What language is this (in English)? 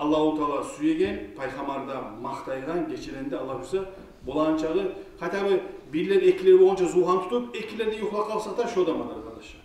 Kumyk